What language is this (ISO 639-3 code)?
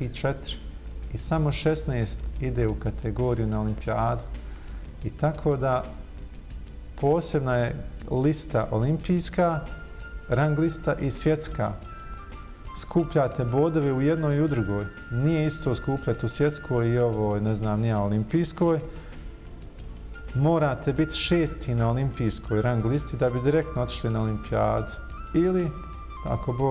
bos